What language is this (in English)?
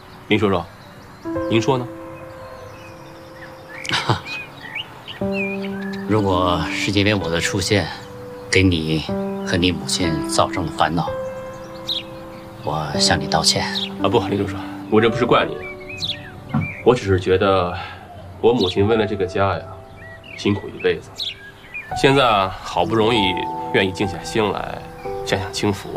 Chinese